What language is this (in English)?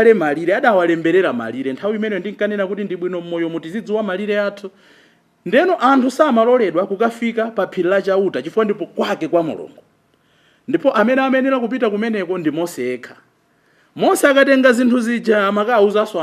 Nyanja